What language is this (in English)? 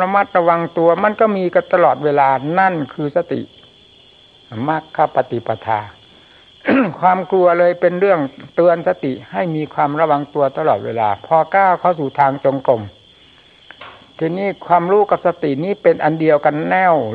Thai